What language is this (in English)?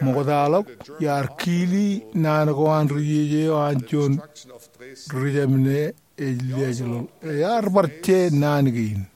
Marshallese